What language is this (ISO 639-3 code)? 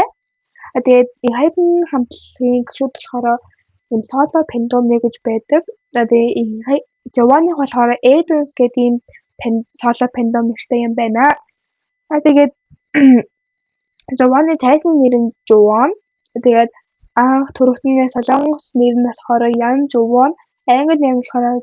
mon